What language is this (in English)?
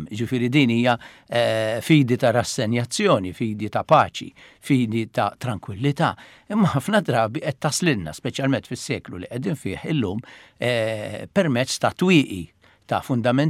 Maltese